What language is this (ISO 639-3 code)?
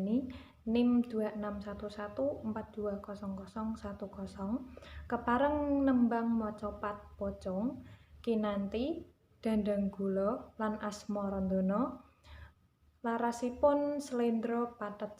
jav